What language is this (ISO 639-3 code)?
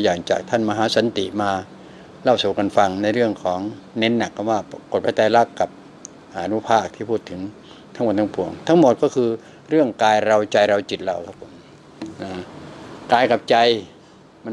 tha